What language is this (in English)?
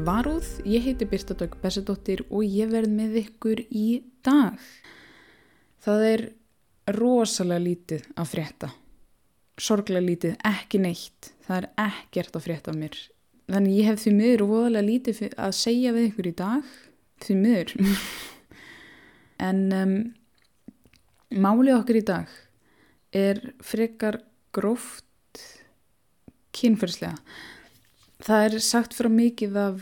Icelandic